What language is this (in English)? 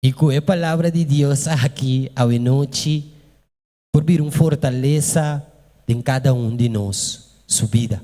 Papiamento